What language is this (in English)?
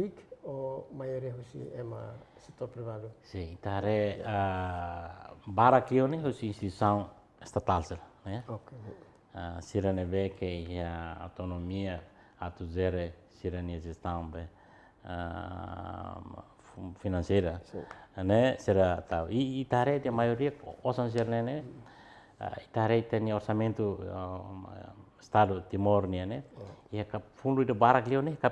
Tetum